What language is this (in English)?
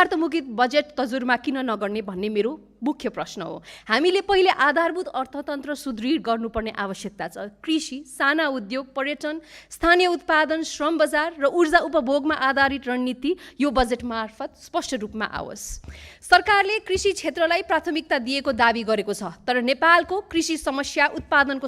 Nepali